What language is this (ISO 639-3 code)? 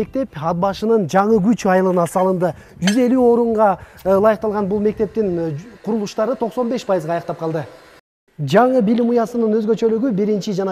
kir